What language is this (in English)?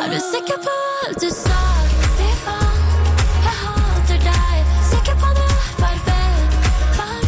Norwegian